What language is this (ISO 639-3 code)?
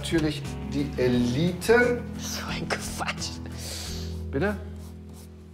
deu